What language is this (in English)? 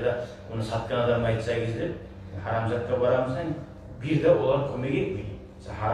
Kumyk